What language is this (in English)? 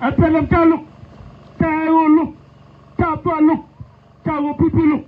Nuer